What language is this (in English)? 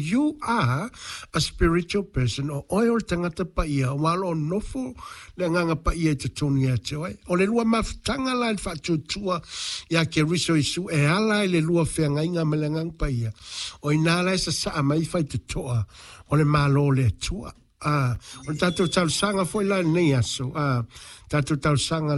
Samoan